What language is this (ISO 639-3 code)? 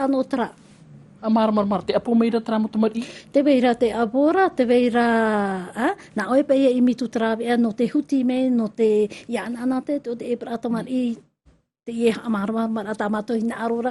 tah